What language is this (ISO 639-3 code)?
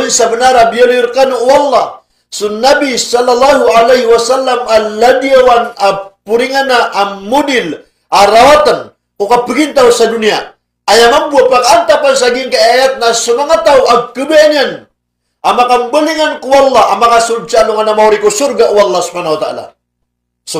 mrw